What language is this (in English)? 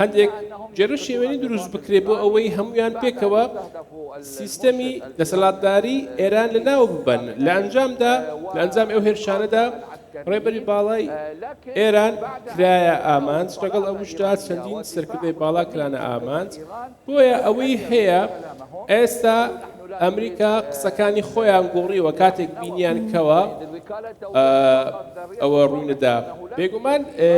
Central Kurdish